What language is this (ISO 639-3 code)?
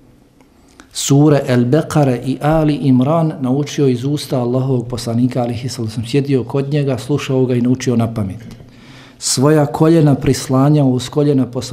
bos